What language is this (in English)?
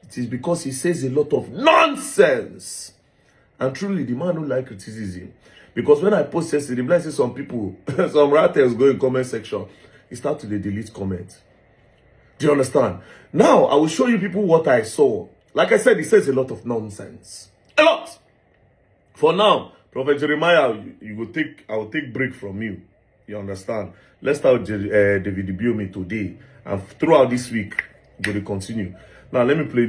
Nigerian Pidgin